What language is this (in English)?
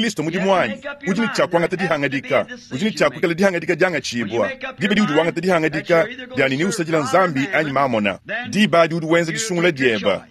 Luba-Lulua